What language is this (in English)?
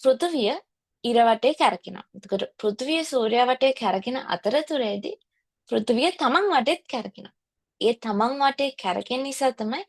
Sinhala